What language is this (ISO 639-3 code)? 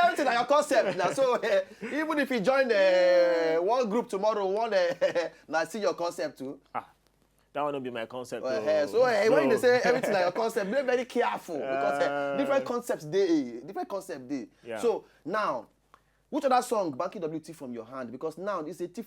pcm